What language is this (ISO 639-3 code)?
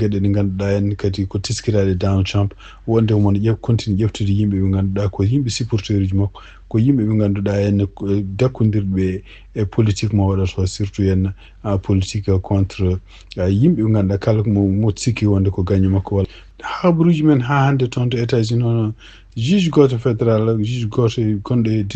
ful